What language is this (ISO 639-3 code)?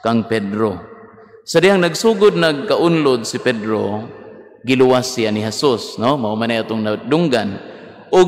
ceb